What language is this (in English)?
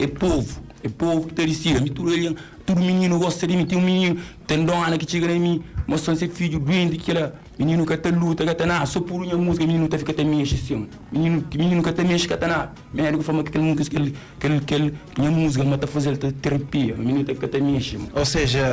Kabuverdianu